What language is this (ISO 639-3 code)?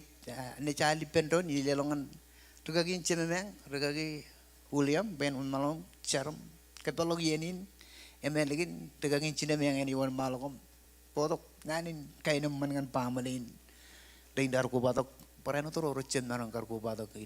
mah